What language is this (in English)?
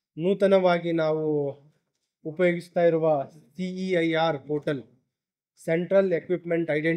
Kannada